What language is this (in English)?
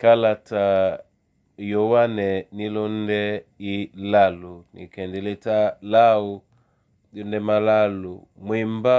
Duala